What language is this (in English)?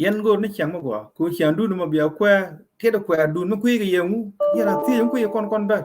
Nuer